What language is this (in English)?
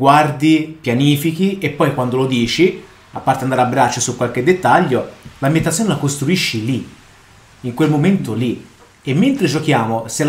Italian